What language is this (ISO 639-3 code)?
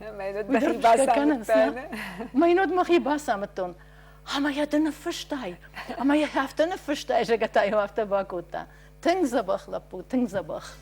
oss